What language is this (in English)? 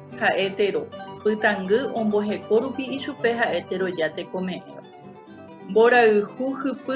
Guarani